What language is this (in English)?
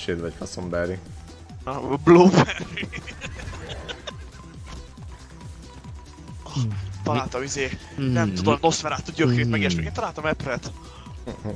Hungarian